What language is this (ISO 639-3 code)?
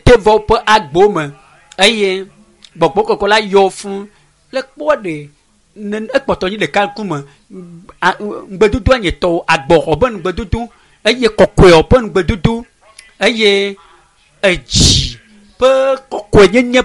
ewe